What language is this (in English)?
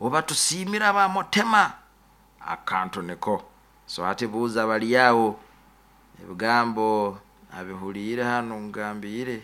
Nyoro